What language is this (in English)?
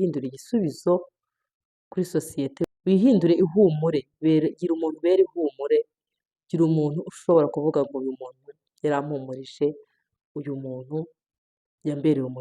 Kinyarwanda